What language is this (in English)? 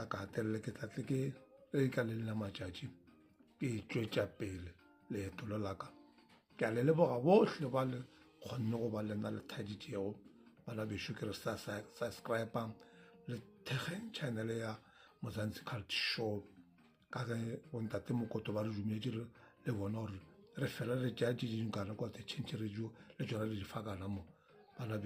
Northern Sotho